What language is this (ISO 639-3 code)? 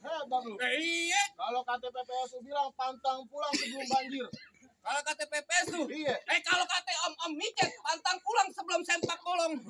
bew